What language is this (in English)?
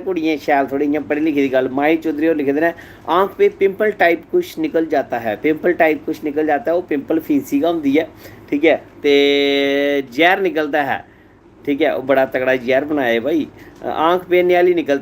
Dogri